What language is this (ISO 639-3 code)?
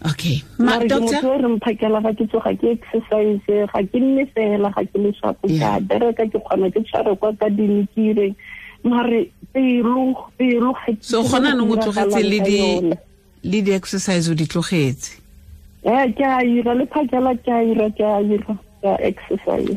tsn